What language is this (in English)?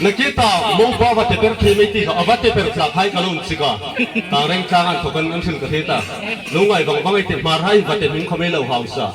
Hmar